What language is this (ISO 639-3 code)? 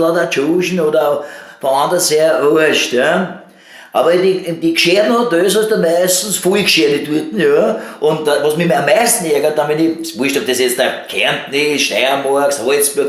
bar